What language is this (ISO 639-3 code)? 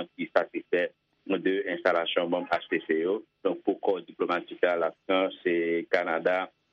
hat